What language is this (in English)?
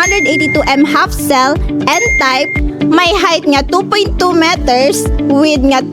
Hiligaynon